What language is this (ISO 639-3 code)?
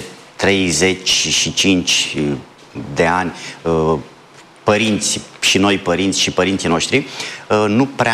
ron